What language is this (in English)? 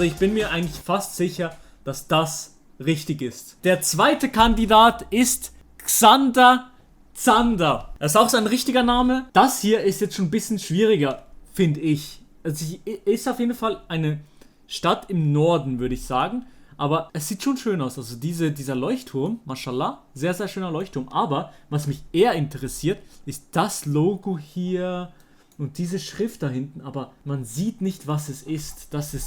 Swiss German